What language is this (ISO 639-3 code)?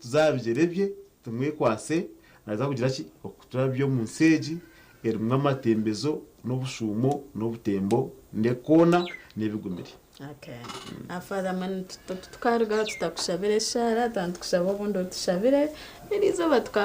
nyn